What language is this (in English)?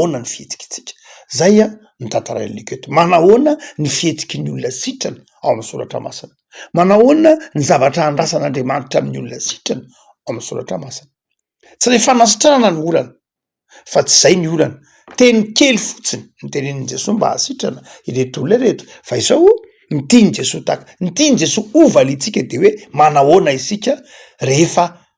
Malagasy